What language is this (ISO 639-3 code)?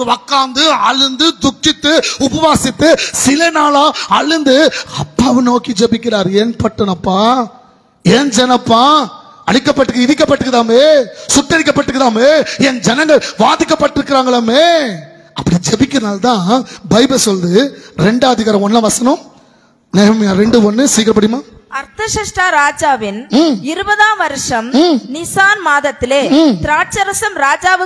tam